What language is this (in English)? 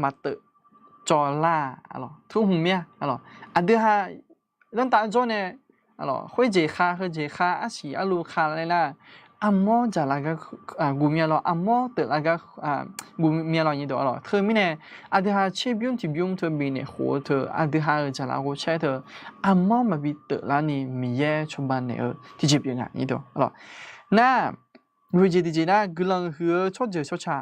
Akha